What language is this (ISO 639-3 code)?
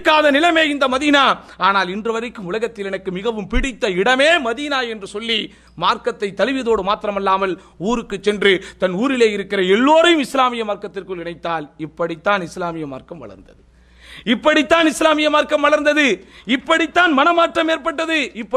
tam